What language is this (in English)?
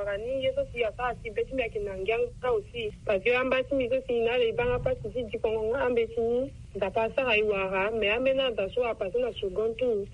Sango